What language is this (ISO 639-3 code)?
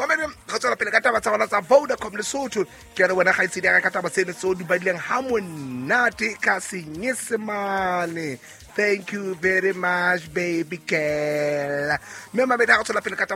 sot